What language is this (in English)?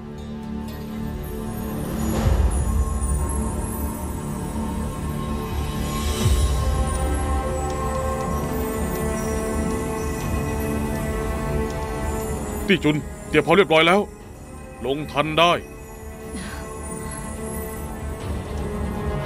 Thai